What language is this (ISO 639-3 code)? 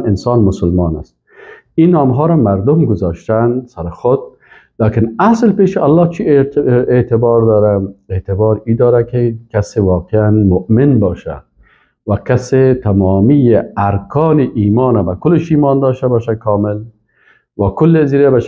fas